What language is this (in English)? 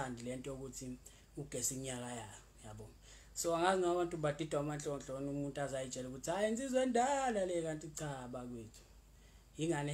Zulu